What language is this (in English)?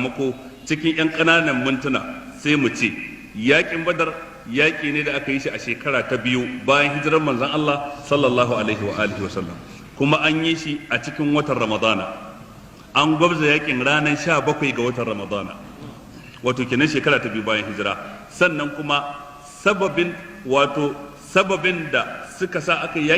Hausa